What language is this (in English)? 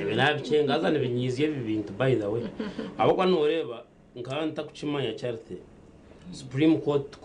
Nyankole